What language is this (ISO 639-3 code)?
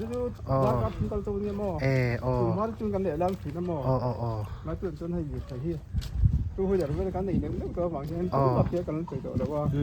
lus